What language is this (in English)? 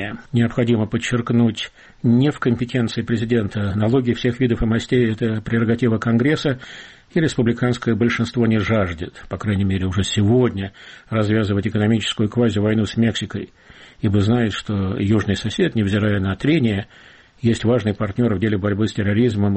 Russian